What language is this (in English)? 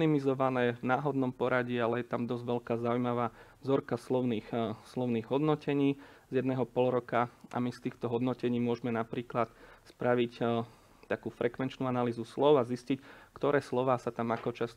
Slovak